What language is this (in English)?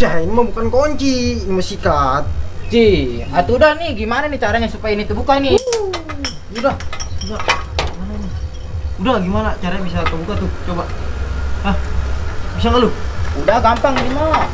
Betawi